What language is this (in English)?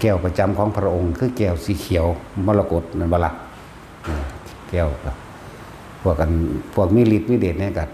Northeastern Thai